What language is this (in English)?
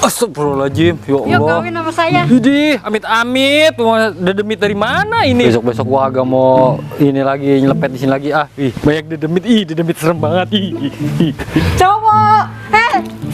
Betawi